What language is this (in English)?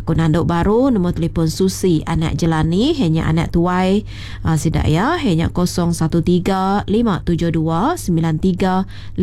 Iban